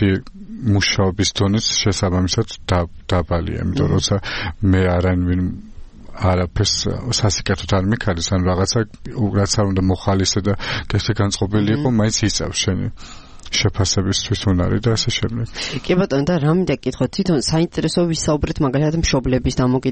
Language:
Georgian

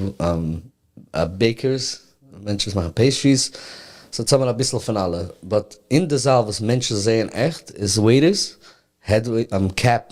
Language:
Yiddish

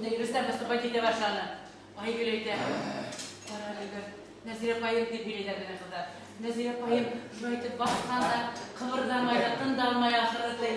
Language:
Bashkir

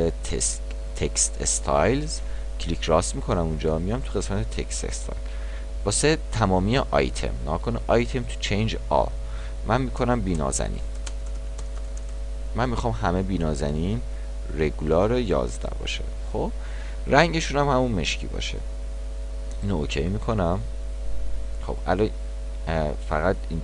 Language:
Persian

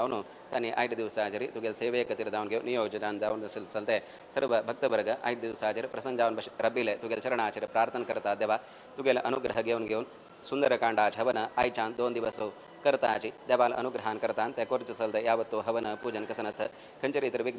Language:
Konkani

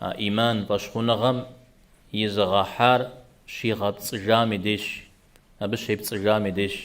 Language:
Kabardian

